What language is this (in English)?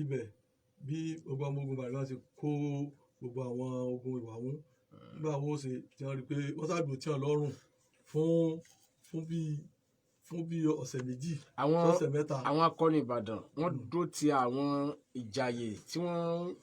Yoruba